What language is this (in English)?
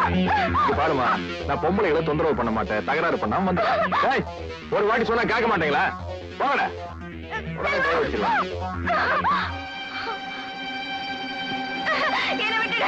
Tamil